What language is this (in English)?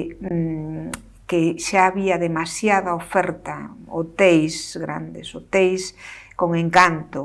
Galician